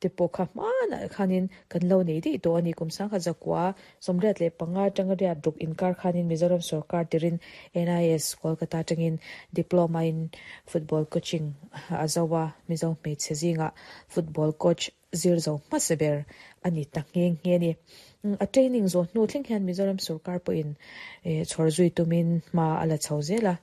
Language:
Mizo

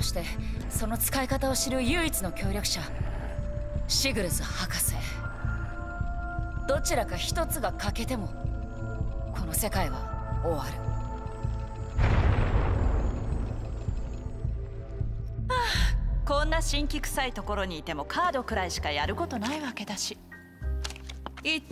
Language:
Japanese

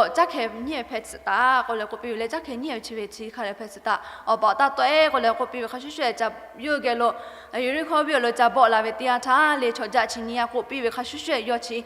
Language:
Lahu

